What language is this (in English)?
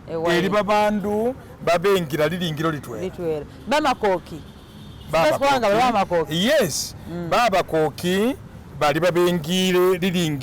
Masaaba